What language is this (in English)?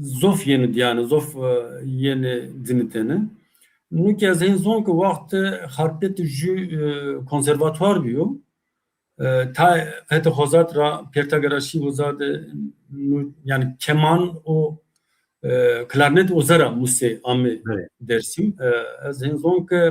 Zaza